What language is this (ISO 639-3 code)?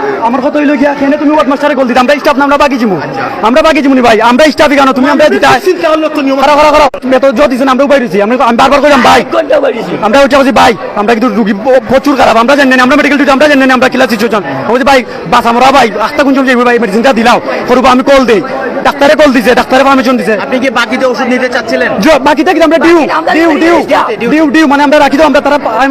syl